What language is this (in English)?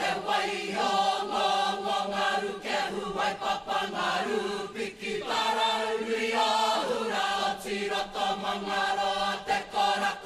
Māori